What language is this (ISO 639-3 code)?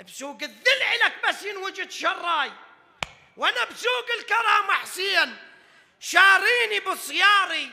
acm